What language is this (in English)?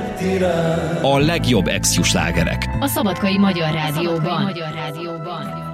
Hungarian